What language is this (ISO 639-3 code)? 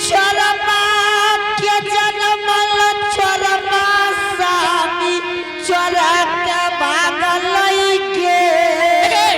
anp